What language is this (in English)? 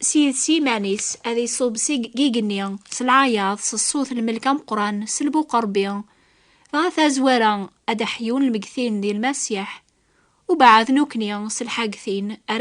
Kabyle